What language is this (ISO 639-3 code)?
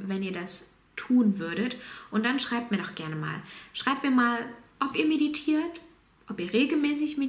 deu